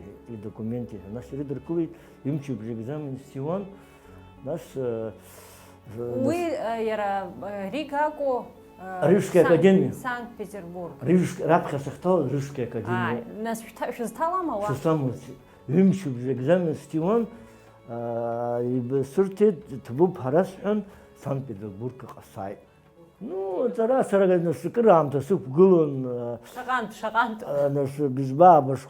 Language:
Abkhazian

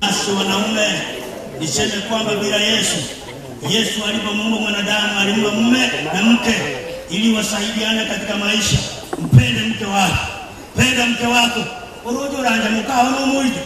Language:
Gusii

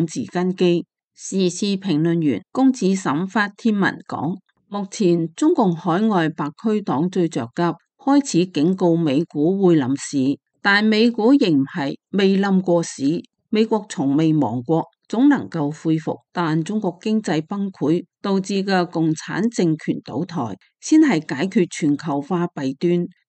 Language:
Cantonese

